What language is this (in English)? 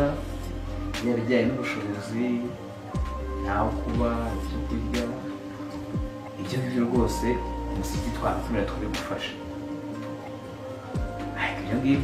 Kinyarwanda